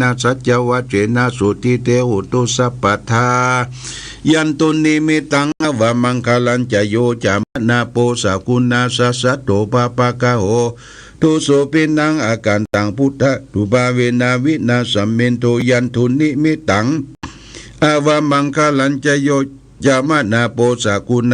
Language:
Pali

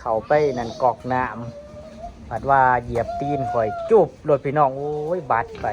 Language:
Northeastern Thai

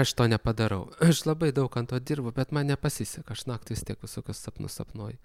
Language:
Lithuanian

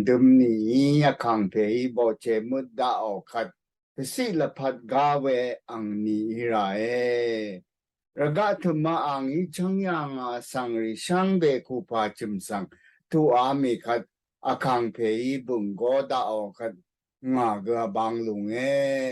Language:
Rawang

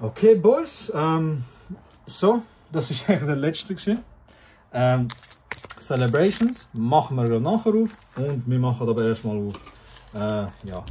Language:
Swiss German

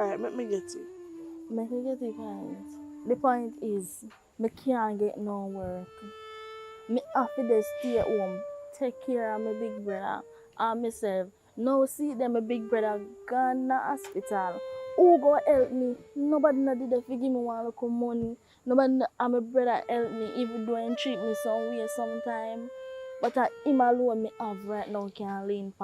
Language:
Jamaican Creole English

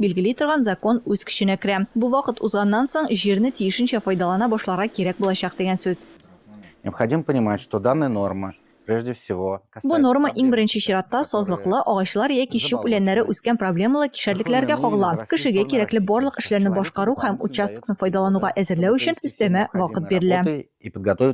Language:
Tatar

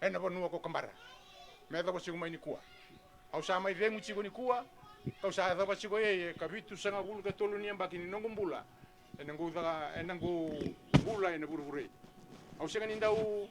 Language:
Fijian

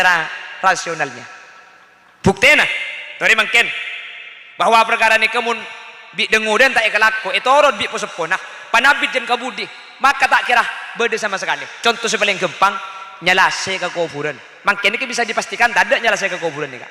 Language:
Madurese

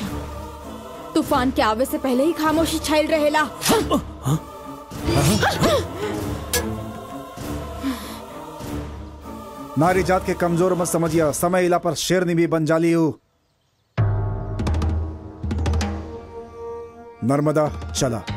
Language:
Bhojpuri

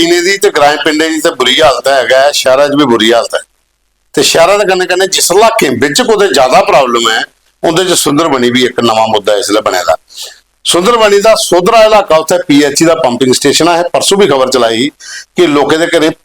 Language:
Dogri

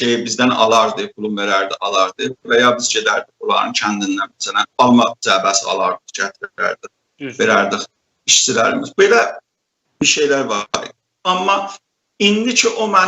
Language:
South Azerbaijani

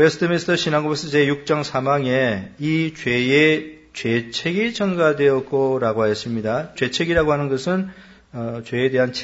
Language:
Korean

